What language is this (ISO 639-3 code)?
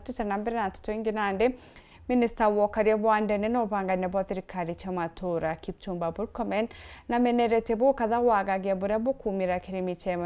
mer